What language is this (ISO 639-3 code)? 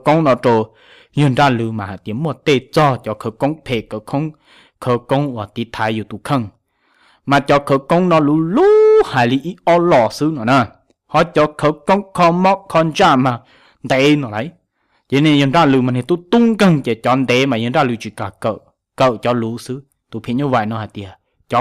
hmn